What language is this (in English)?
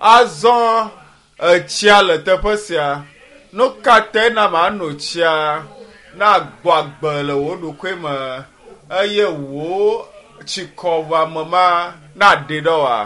Ewe